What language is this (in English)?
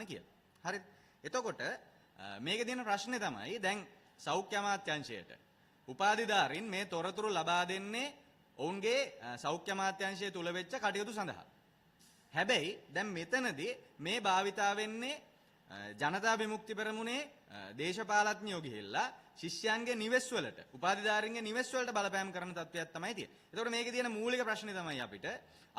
Sinhala